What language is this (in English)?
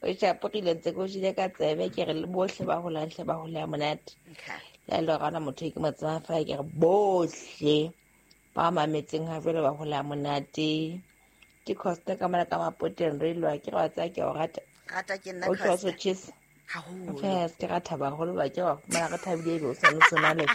Southern Sotho